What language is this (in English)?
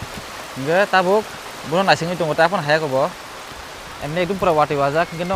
Kok Borok